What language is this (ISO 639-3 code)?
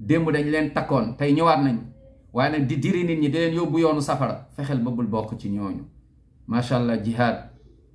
wol